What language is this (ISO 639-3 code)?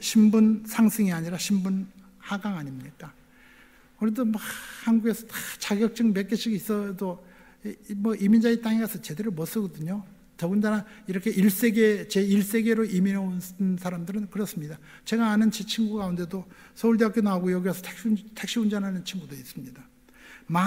kor